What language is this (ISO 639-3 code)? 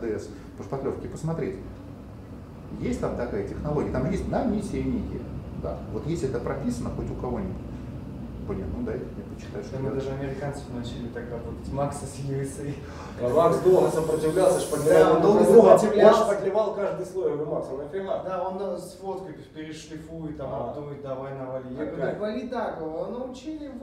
rus